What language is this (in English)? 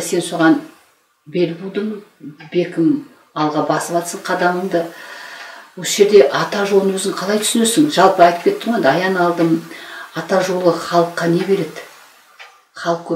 Kazakh